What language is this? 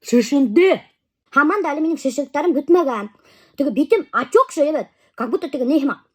Bashkir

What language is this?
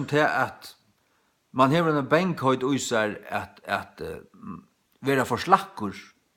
Faroese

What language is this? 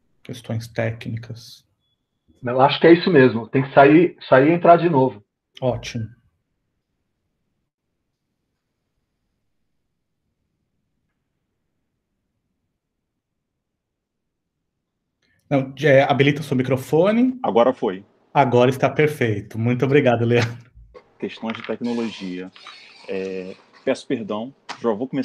Portuguese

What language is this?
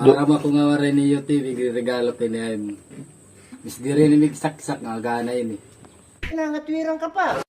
Waray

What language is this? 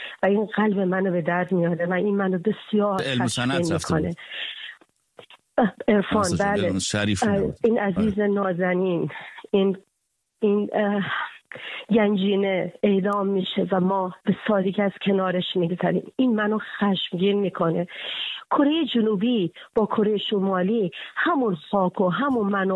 Persian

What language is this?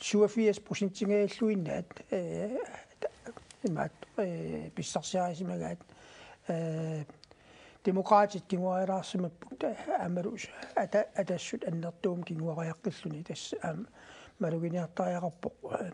Kalaallisut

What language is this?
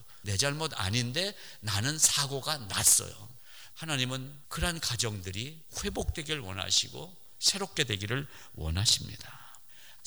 Korean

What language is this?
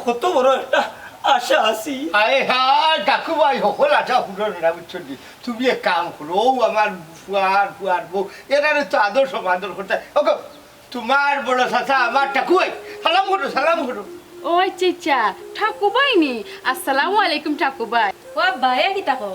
Sylheti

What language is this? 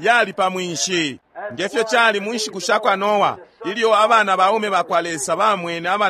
Bemba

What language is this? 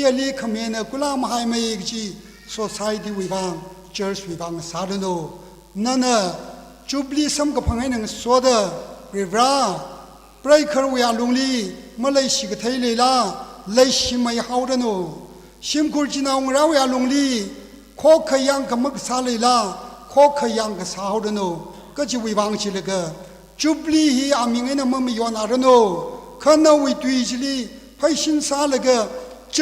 Tangkhul Naga (India)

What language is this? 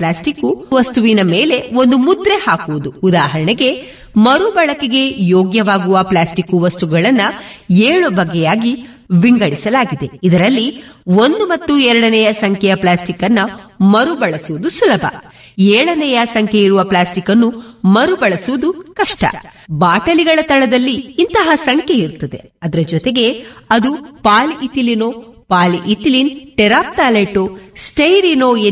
Kannada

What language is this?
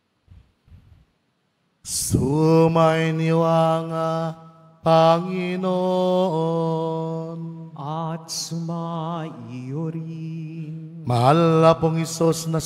Filipino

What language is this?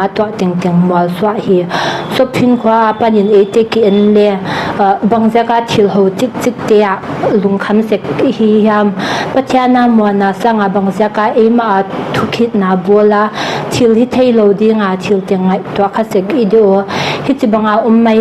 Paite Chin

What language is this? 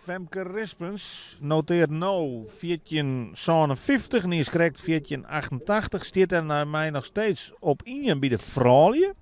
Western Frisian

